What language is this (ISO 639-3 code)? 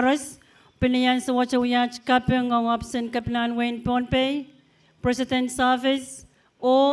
pon